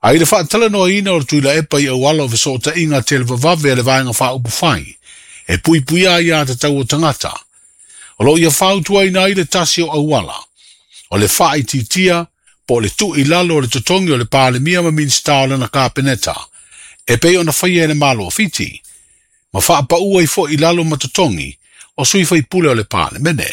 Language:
Samoan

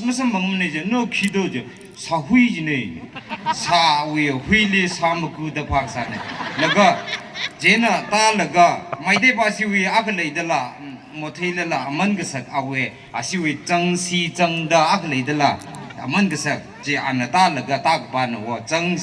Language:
Tangkhul Naga (India)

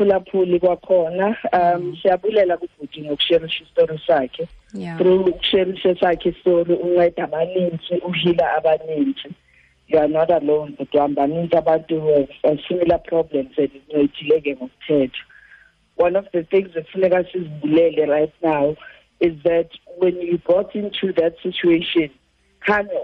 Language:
Xhosa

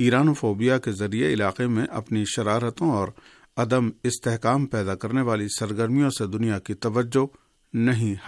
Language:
Urdu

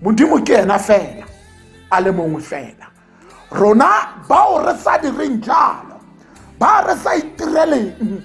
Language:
Tswana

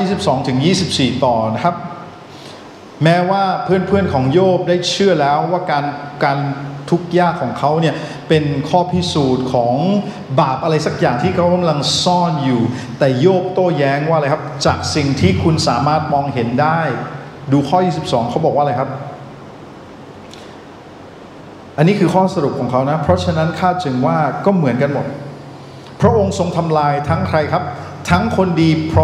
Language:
Thai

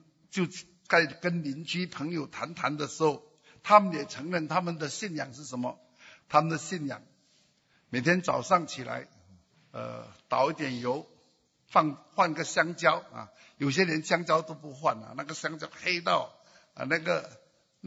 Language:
Chinese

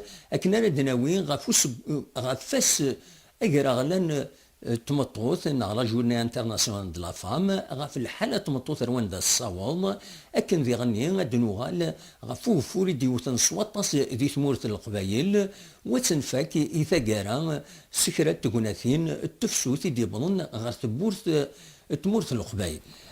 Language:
Kabyle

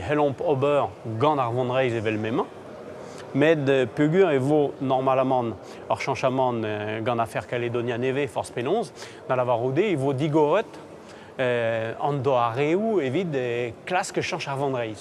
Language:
Breton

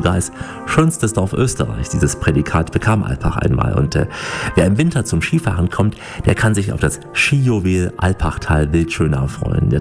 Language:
German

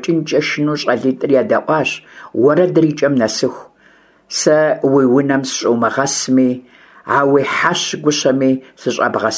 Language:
Kabardian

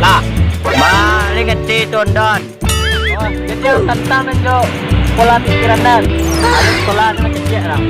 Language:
Minangkabau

